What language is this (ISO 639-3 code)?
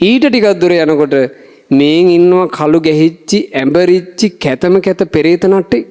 sin